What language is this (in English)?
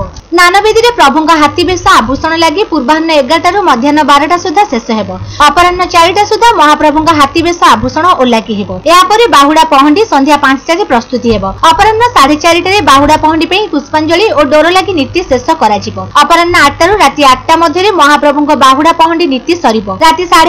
Odia